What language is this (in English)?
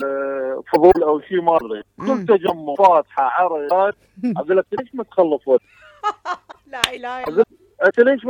Mesopotamian Arabic